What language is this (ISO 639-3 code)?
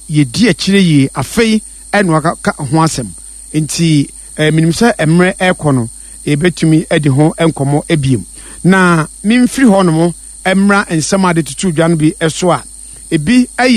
aka